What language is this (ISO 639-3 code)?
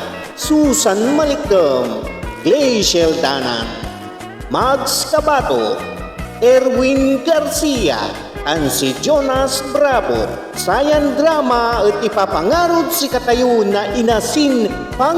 pag